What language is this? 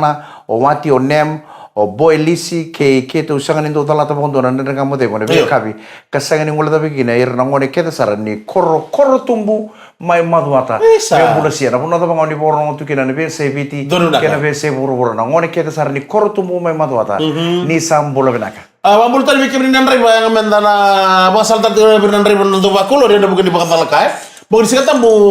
Fijian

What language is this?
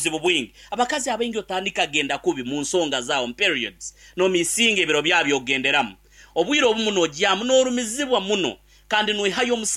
Nyankole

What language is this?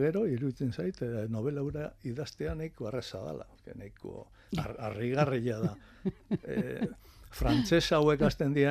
Basque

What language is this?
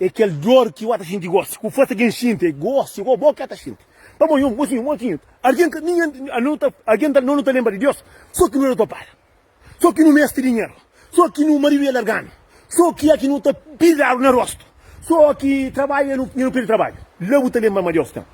Kabuverdianu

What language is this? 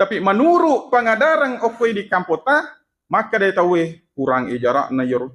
Buginese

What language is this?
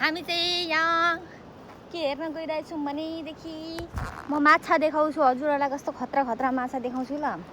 Nepali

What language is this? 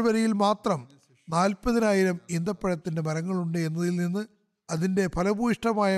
Malayalam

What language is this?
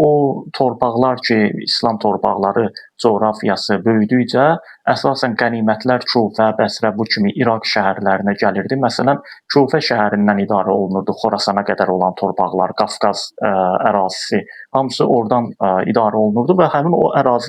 Azerbaijani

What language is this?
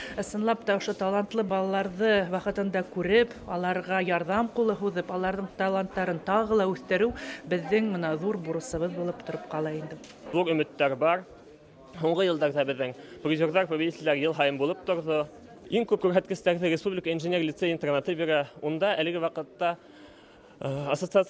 Bashkir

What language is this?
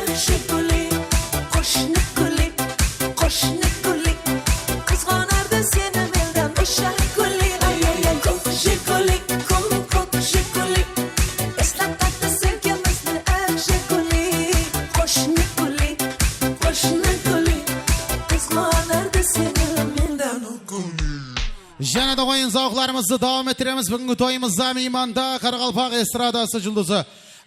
Kara-Kalpak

